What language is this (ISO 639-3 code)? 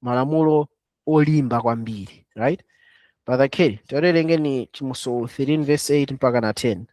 nya